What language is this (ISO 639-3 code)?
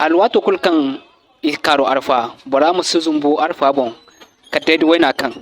dje